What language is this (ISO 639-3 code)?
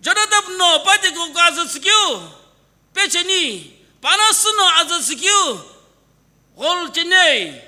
nsm